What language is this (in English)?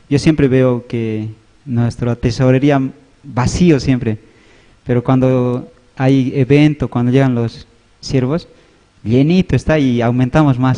Aymara